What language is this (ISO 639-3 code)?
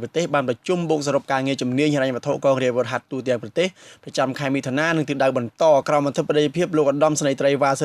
khm